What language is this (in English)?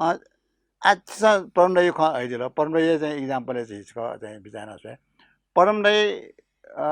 Newari